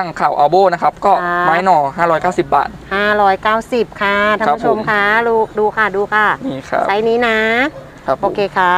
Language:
Thai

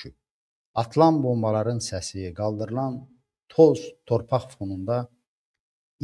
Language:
Azerbaijani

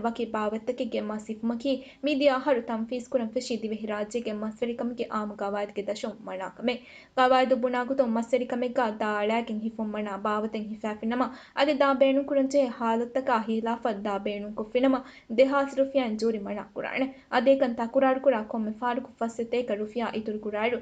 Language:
Divehi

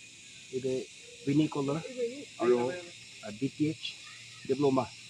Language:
Naga Pidgin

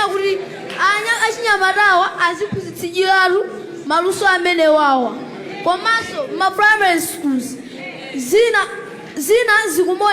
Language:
Nyanja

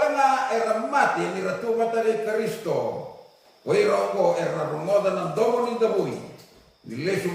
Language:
Fijian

